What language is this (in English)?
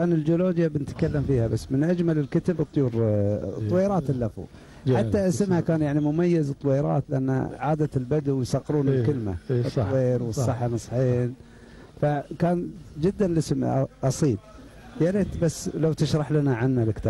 Gulf Arabic